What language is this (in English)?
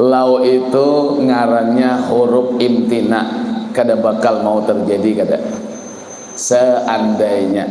Banjar